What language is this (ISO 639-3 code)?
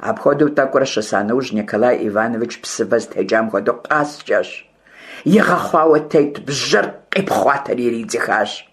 kbd